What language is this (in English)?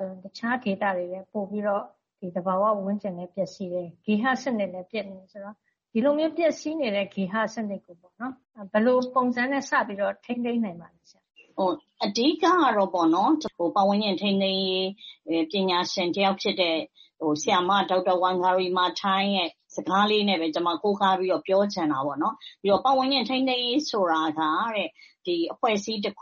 Burmese